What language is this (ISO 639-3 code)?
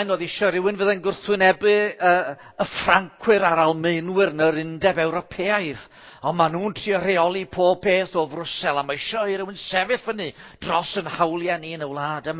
cym